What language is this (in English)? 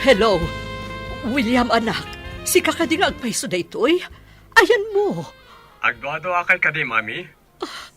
Iloko